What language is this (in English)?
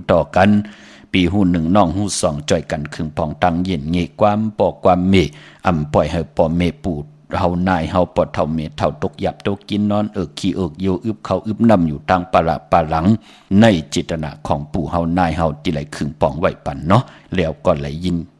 Shan